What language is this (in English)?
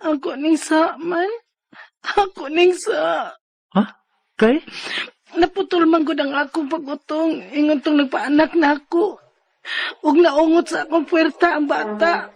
Cebuano